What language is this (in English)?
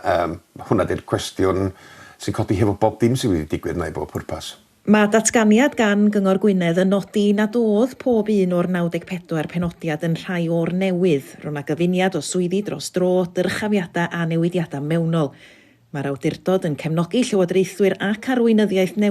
Welsh